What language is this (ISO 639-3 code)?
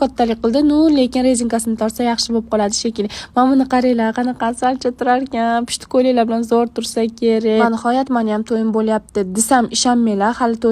uzb